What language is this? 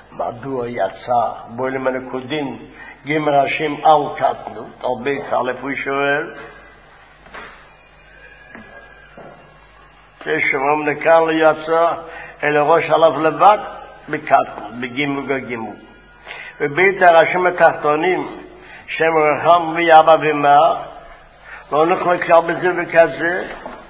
Hebrew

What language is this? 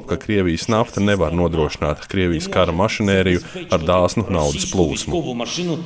Latvian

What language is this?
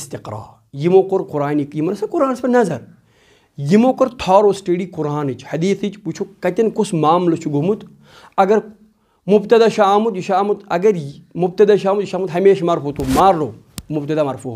Kashmiri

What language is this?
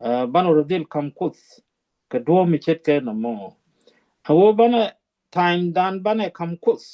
Nuer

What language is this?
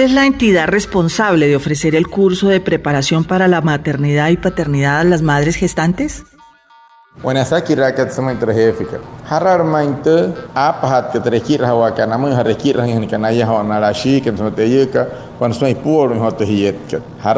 Wayuu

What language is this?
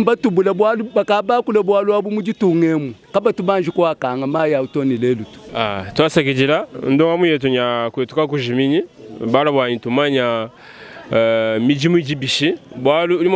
Luba-Lulua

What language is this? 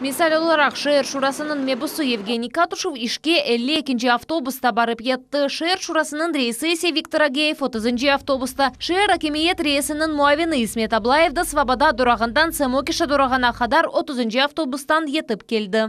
Crimean Tatar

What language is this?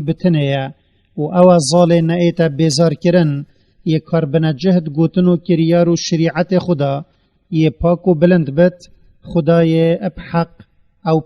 Kurdish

